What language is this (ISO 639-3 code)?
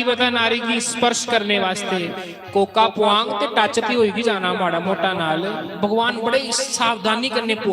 doi